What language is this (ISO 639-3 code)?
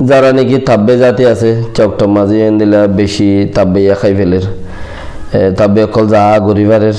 rhg